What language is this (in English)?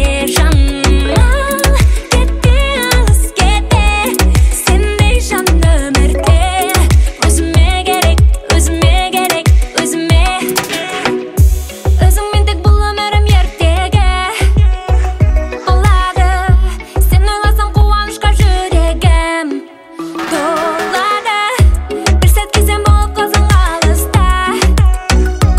Kazakh